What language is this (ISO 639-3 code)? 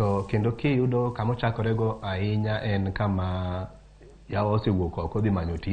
luo